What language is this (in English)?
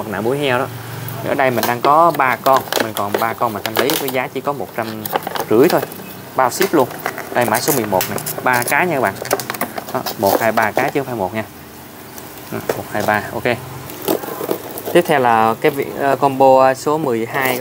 Vietnamese